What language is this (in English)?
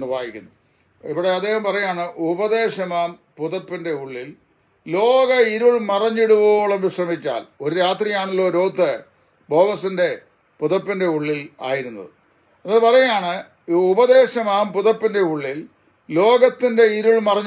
Malayalam